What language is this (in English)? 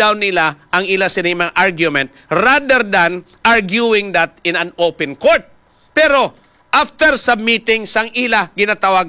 Hiligaynon